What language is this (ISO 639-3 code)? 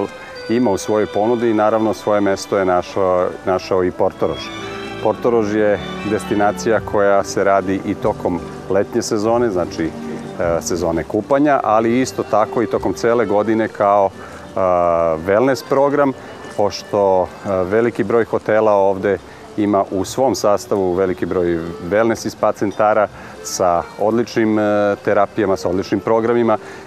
srp